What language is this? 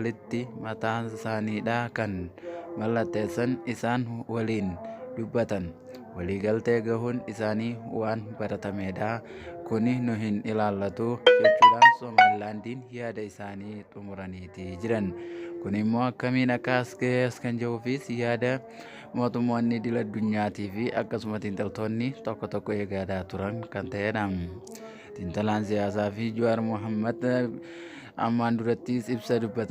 Oromo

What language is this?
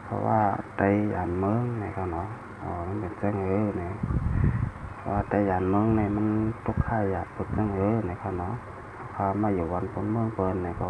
Shan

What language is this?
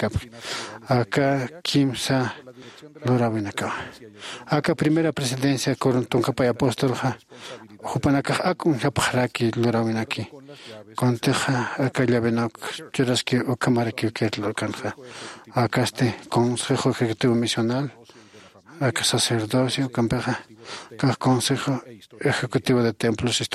Aymara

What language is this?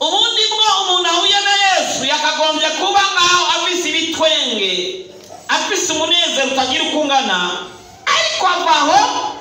Rundi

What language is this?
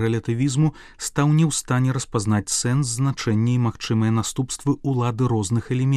Belarusian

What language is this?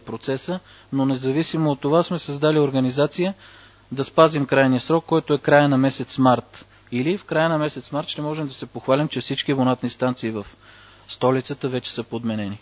Bulgarian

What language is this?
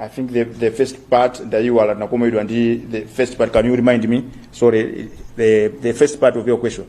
Nyanja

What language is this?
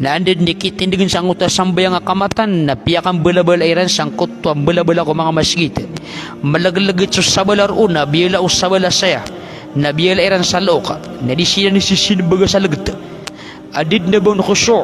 Maranao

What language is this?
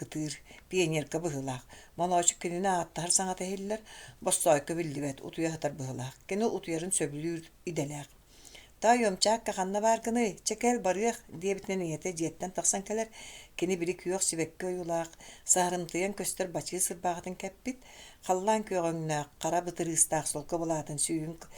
Yakut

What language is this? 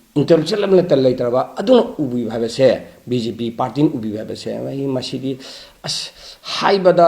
Manipuri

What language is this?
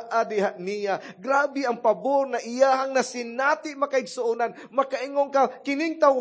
Cebuano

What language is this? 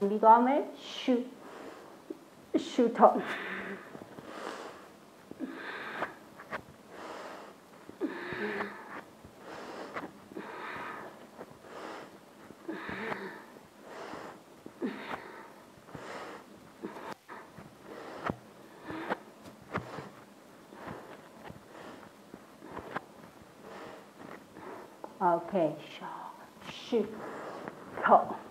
Burmese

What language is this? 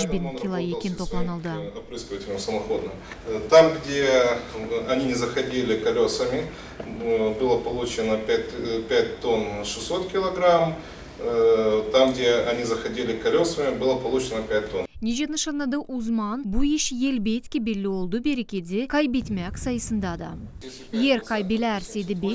Gagauz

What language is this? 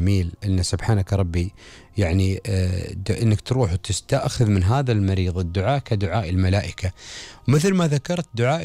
Gulf Arabic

